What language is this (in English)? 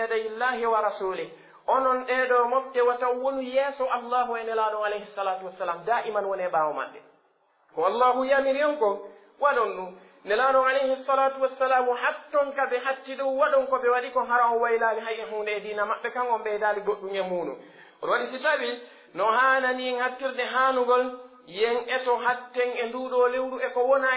Pular